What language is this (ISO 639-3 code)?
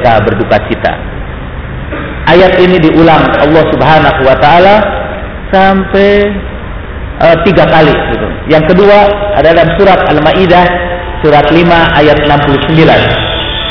ind